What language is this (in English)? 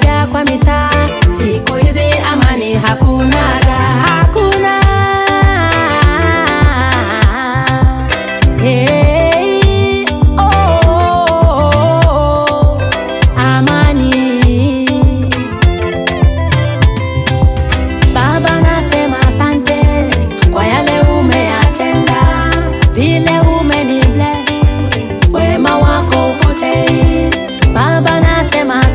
Swahili